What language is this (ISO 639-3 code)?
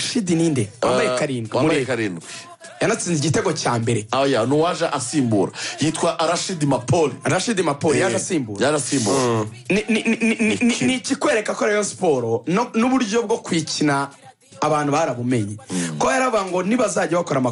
kin